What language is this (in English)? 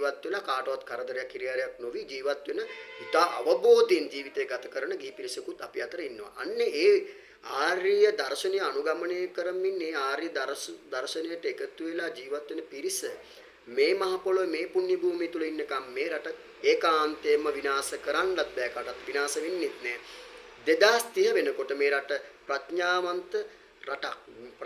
Sinhala